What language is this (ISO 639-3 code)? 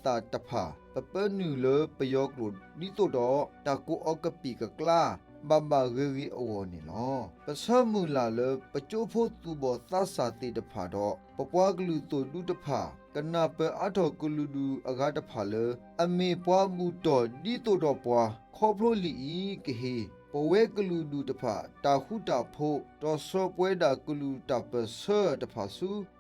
ksw